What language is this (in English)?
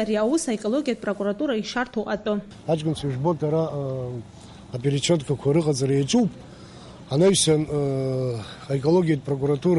Abkhazian